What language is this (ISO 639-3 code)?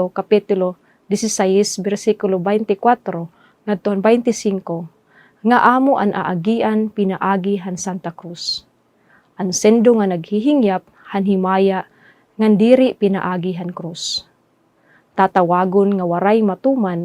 war